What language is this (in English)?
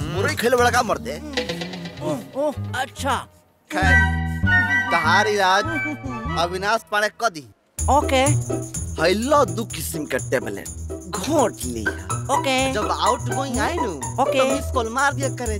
Bhojpuri